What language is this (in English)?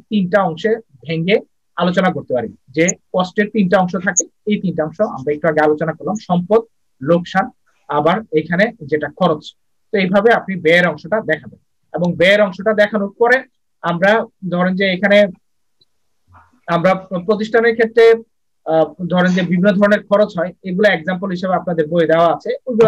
Bangla